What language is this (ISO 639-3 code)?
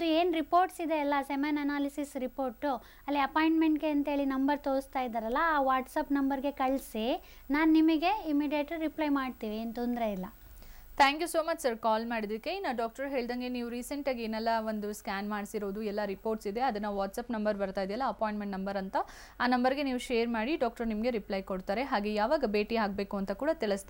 kan